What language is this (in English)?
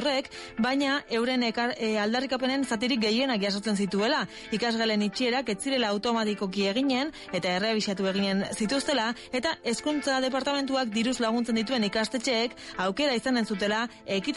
Basque